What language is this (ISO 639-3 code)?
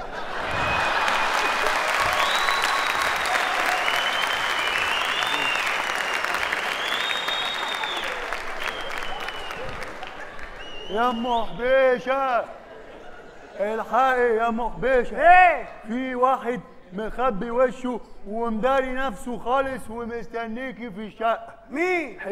arz